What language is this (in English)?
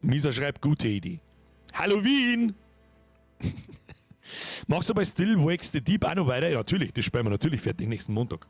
Bavarian